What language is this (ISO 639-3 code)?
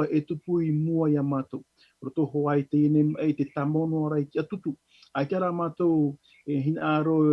tah